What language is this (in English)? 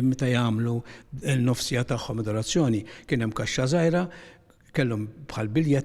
Maltese